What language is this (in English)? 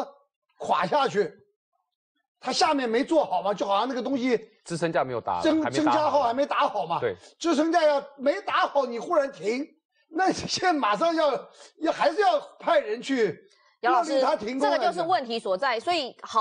Chinese